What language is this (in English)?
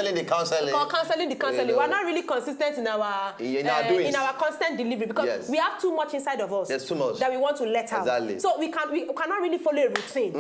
Nigerian Pidgin